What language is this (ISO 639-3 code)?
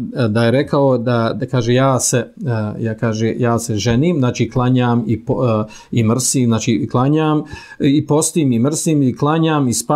bos